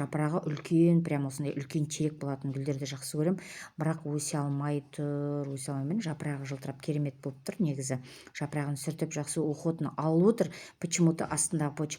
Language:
Kazakh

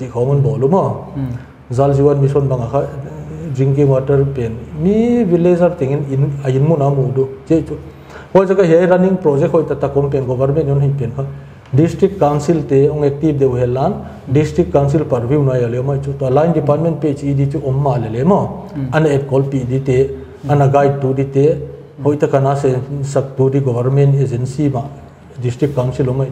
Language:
Paite Chin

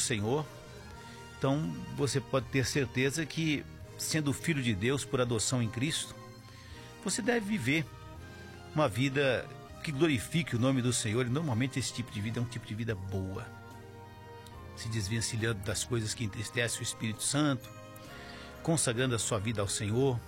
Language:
Portuguese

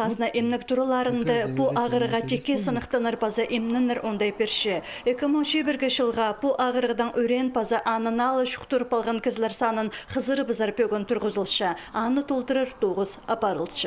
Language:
Khakas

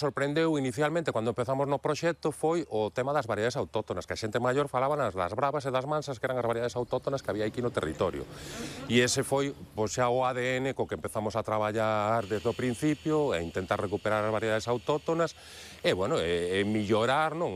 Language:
Galician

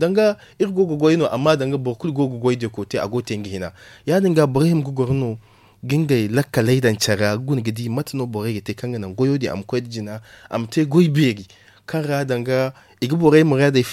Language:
Zarma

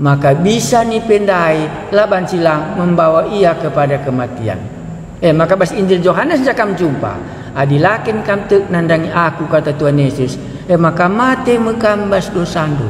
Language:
Batak Karo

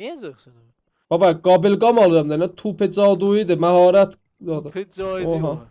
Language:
South Azerbaijani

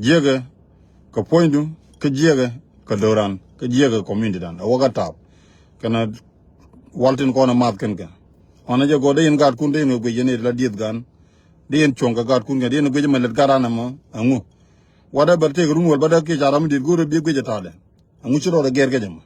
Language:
Nuer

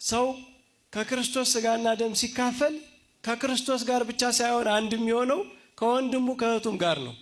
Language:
Amharic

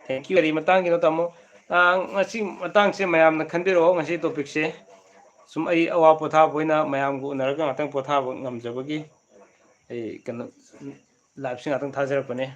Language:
Manipuri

